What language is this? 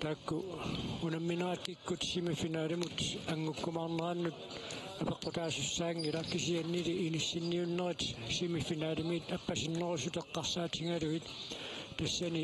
Kalaallisut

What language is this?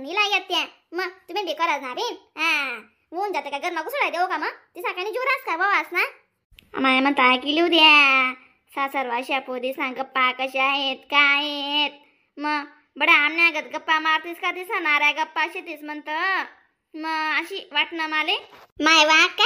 Khandesi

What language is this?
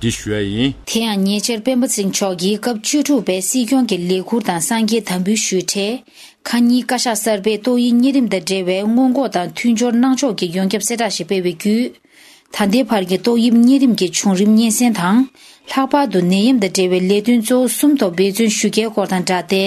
Tibetan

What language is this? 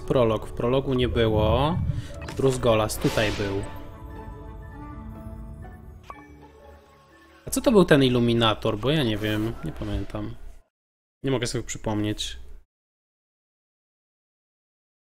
Polish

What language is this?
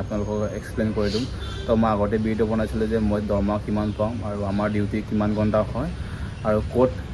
Assamese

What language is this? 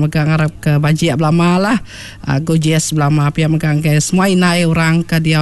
Iban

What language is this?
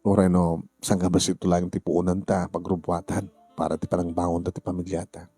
Iloko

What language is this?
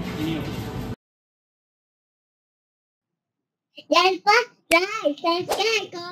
Malay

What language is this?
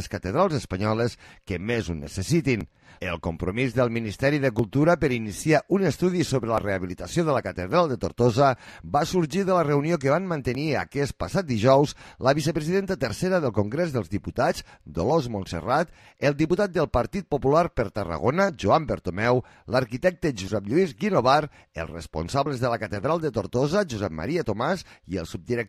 Catalan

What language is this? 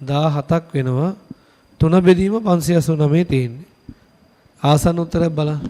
Sinhala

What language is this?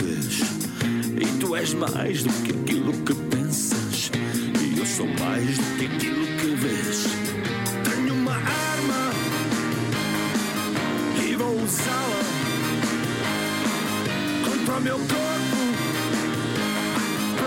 Portuguese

